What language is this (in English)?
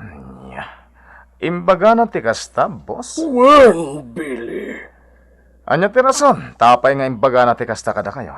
Iloko